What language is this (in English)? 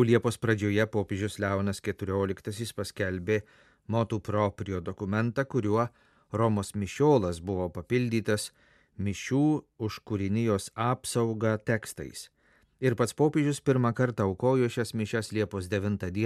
Lithuanian